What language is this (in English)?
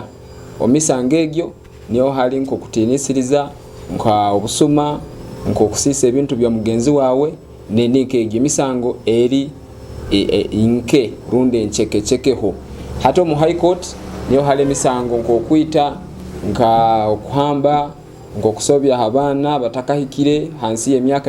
Nyoro